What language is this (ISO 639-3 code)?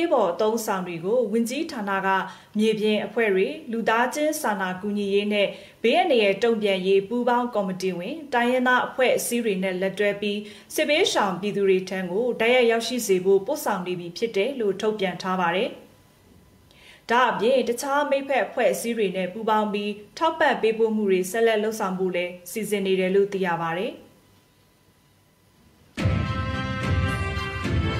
mya